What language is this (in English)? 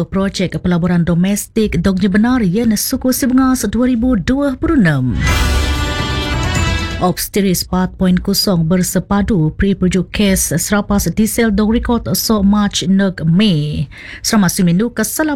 Malay